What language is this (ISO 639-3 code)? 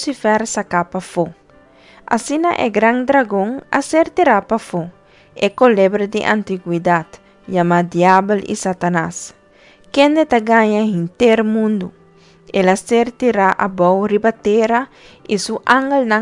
pap